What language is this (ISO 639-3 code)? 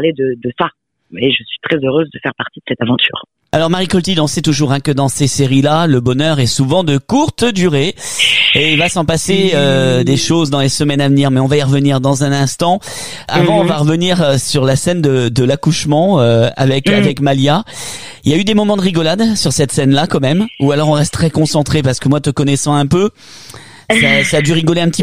fra